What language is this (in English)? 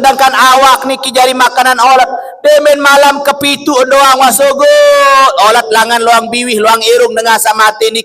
Sasak